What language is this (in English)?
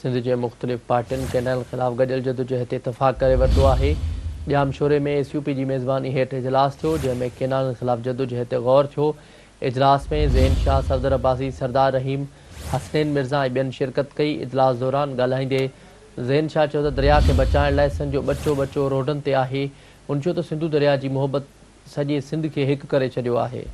Sindhi